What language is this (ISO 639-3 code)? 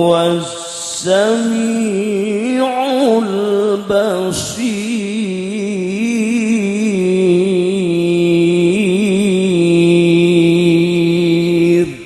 mad